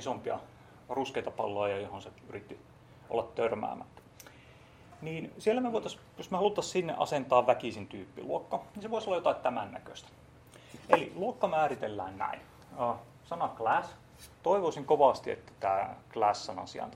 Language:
Finnish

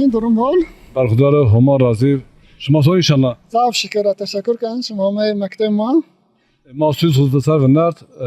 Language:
Zaza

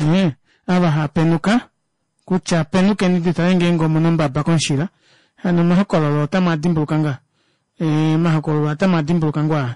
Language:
Kuanyama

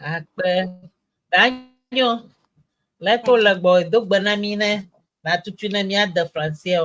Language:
Ewe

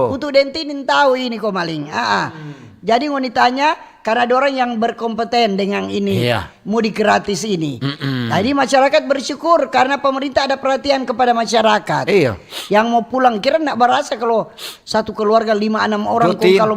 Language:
Manado Malay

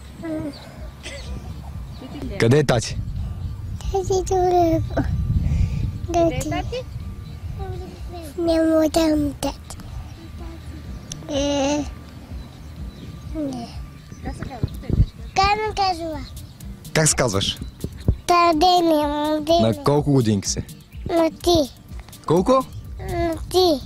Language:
Bulgarian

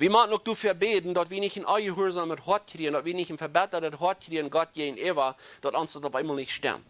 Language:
Plautdietsch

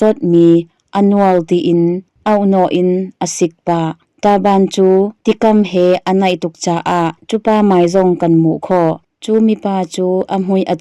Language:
Hakha Chin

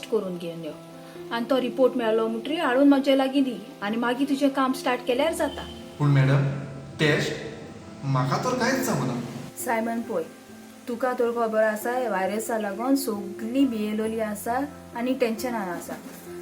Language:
Konkani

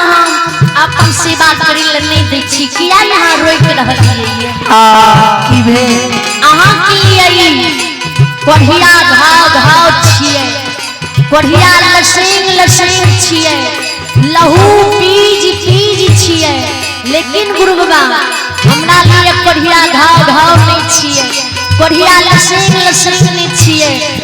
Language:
Maithili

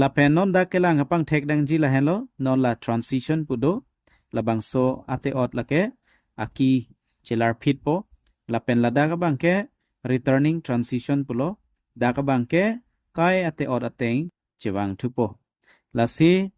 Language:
Karbi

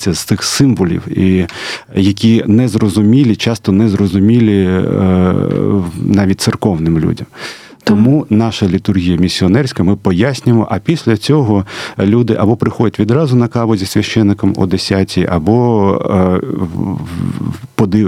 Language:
Ukrainian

